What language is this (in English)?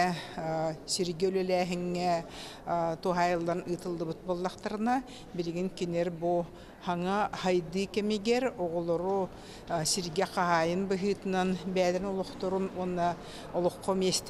Yakut